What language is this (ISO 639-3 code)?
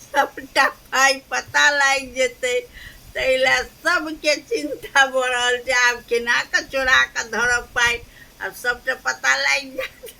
mai